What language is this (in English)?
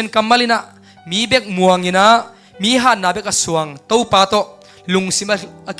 Tedim Chin